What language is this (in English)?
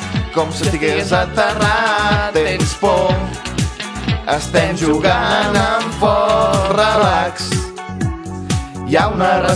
Catalan